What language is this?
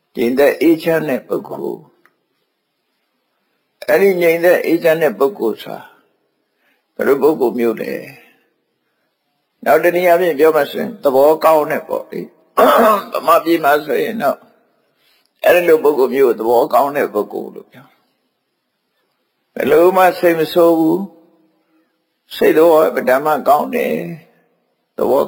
Burmese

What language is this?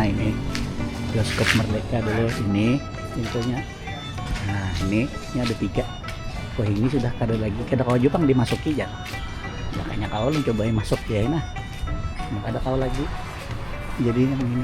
Banjar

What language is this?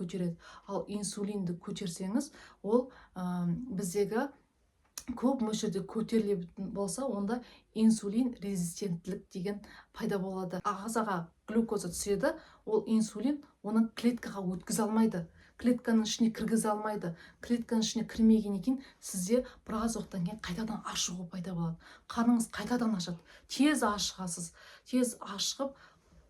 Kazakh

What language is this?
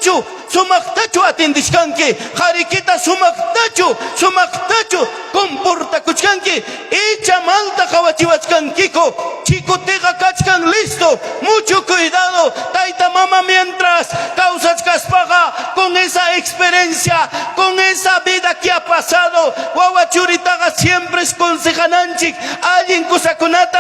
Ayacucho Quechua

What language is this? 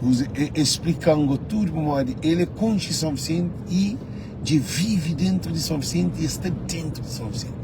Kabuverdianu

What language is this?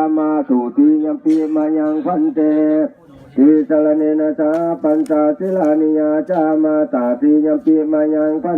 Pali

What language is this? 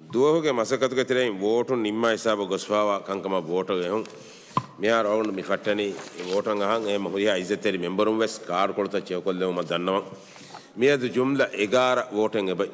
Divehi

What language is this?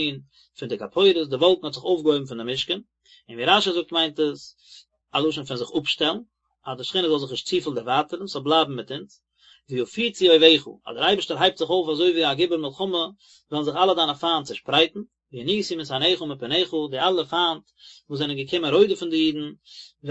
Yiddish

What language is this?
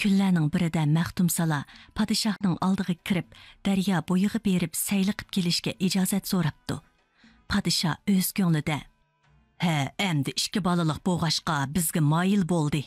Uyghur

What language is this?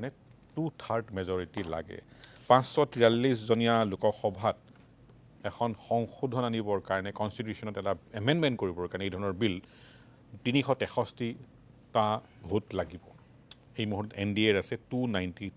Assamese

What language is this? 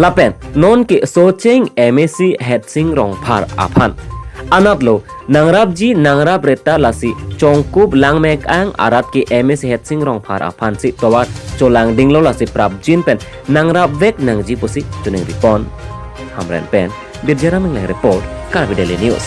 Karbi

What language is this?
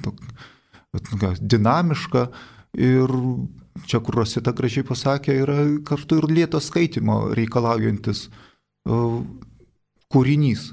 Lithuanian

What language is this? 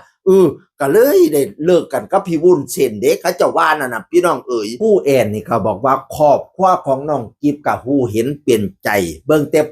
Northeastern Thai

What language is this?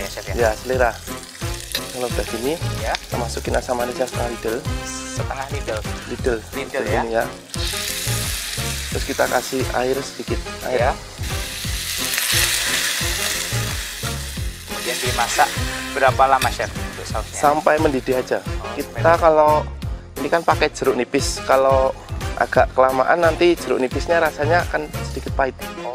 Indonesian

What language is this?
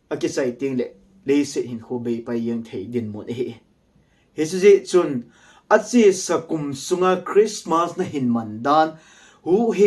Thado Chin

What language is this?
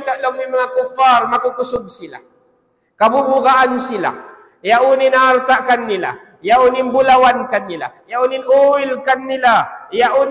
Tausug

